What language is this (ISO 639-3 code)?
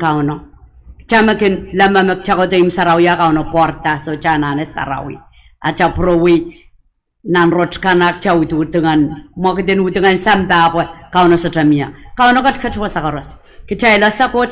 pon